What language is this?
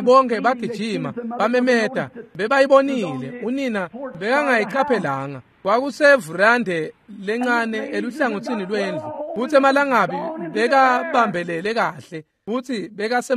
Swati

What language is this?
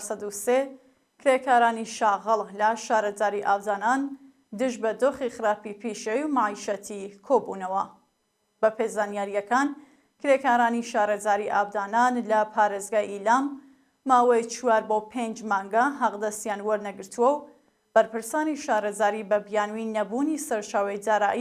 Central Kurdish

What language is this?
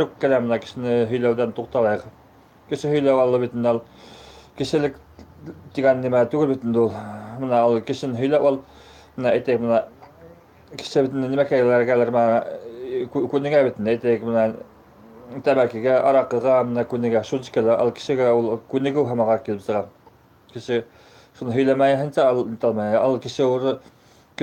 Bashkir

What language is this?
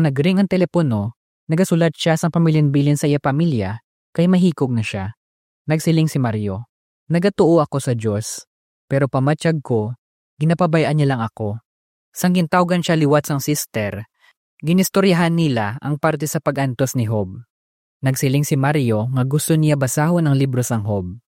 Hiligaynon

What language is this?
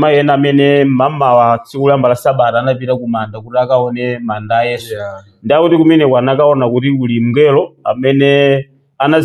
Nyanja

